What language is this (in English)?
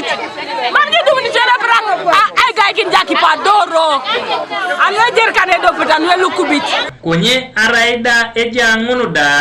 Teso